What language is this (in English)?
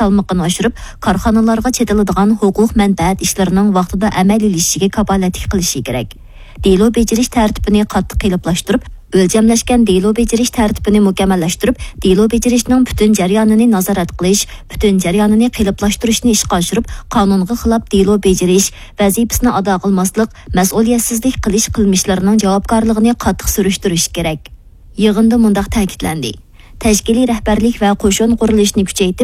Uyghur